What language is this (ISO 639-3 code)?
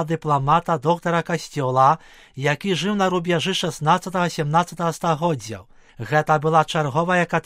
bel